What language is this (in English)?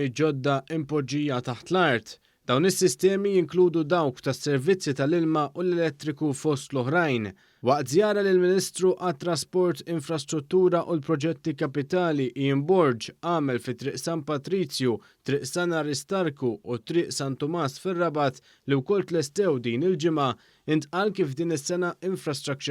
Maltese